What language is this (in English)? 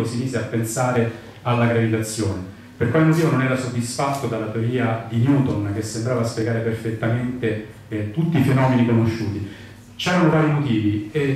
Italian